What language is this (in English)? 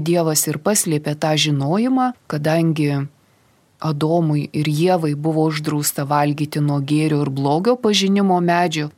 Lithuanian